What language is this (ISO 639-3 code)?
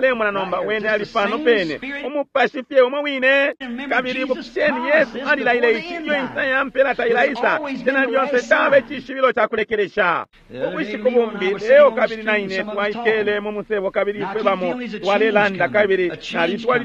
bem